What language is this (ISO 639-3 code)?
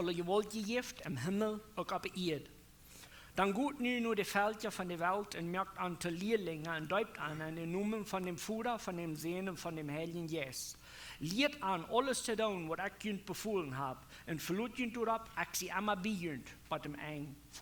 pdt